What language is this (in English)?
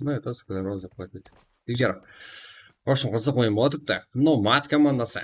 Kara-Kalpak